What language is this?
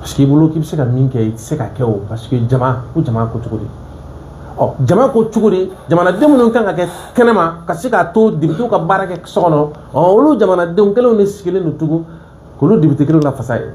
Bambara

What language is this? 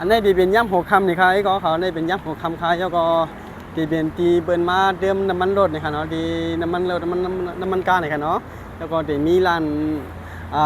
Shan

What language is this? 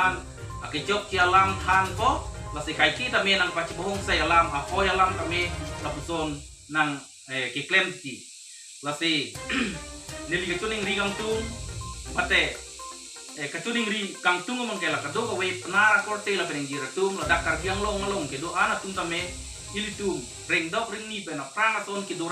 Karbi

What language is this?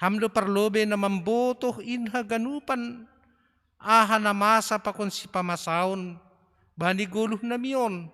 Batak Simalungun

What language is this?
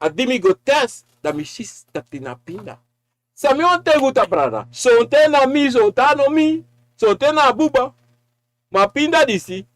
Sranan Tongo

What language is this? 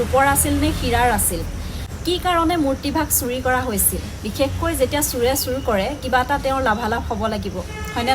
Assamese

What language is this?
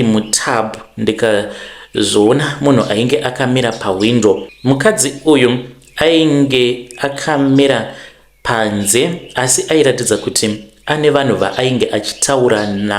Shona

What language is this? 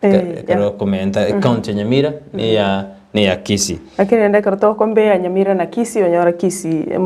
Gusii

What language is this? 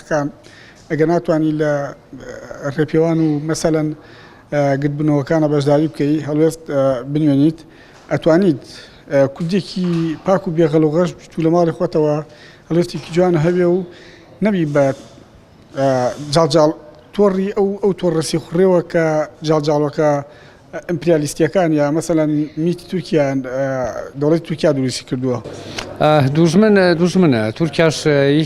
Central Kurdish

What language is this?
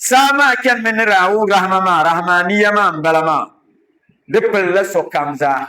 Dagbani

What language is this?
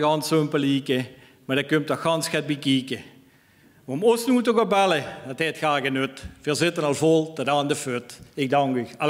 Limburgish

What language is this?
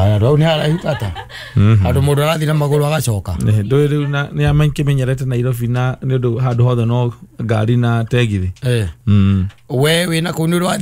Kikuyu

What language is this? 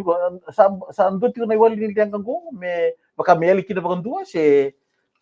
Fijian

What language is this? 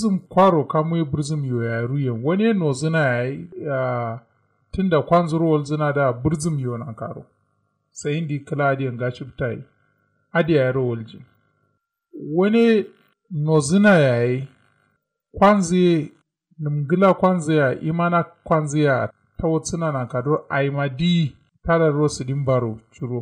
Kanuri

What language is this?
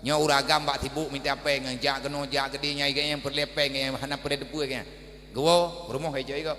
Achinese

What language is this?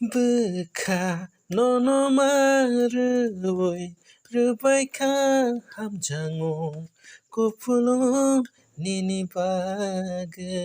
Kok Borok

